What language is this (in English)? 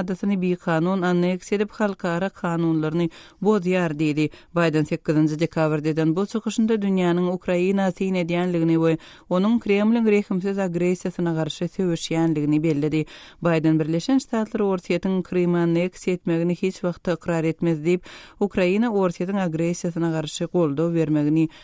Turkmen